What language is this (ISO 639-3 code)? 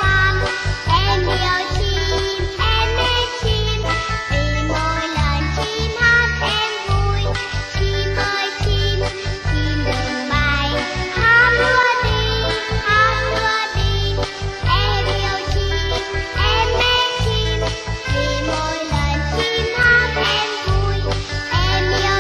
vie